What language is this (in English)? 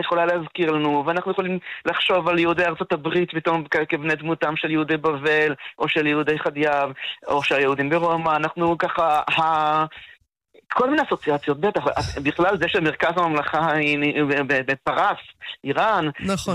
Hebrew